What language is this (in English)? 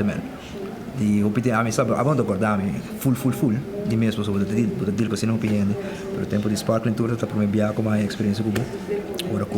Papiamento